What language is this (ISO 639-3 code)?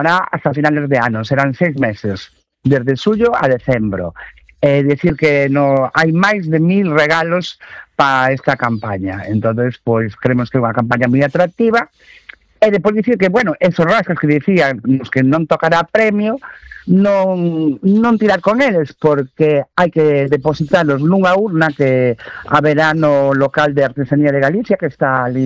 glg